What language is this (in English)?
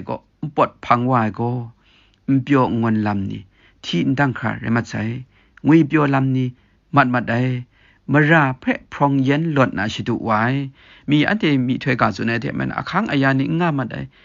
Kachin